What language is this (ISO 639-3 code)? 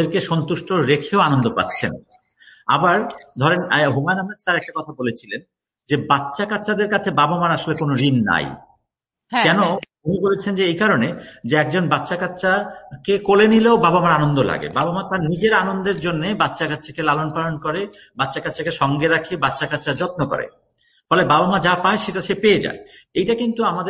ben